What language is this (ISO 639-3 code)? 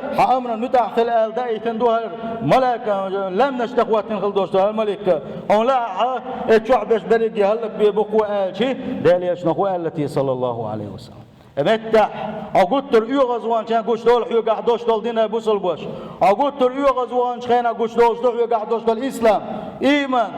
che